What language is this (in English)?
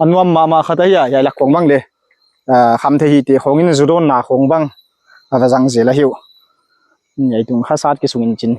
Paite Chin